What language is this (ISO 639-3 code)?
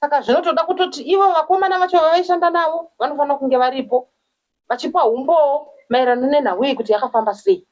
sna